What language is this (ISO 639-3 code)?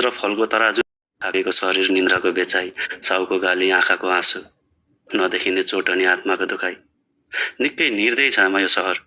nep